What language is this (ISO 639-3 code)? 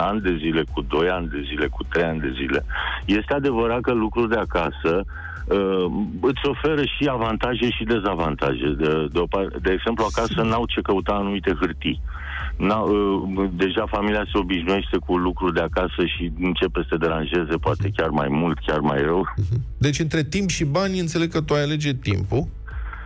ron